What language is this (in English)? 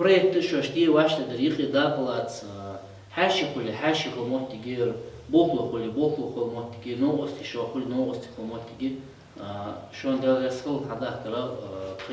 Ingush